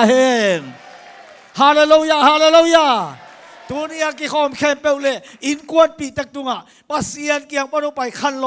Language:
Tedim Chin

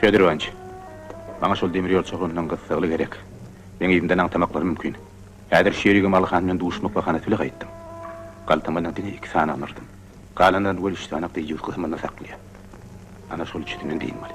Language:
Turkmen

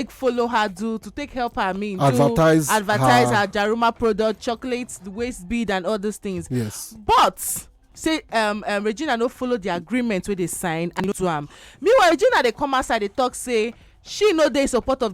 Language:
Nigerian Pidgin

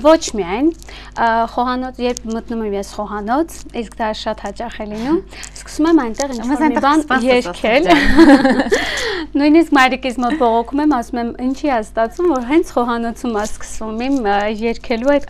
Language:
Armenian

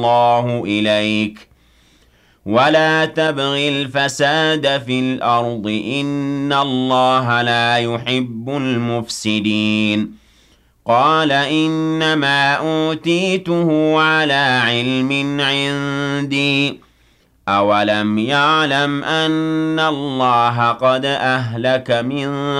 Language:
Arabic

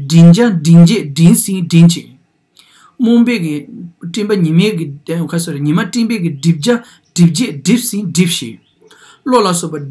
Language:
Tibetan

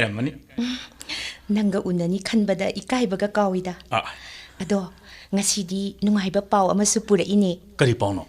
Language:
Manipuri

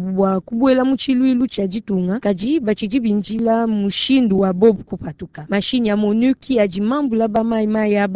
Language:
Luba-Lulua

